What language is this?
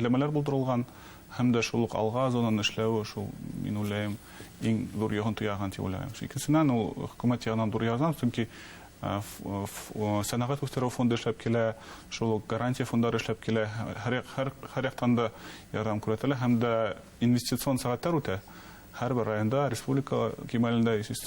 Bashkir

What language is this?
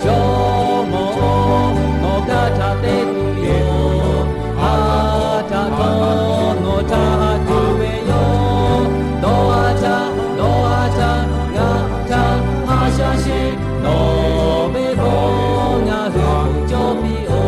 Lahu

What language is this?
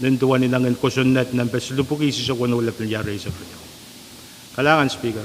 Pohnpeian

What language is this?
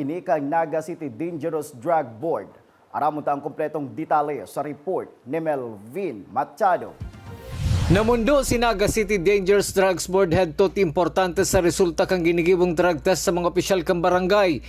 Bikol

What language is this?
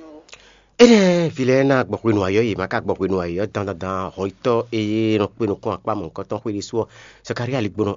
Fon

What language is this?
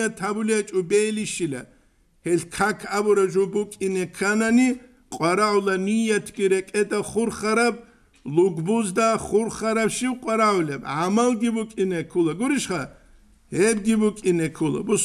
Avaric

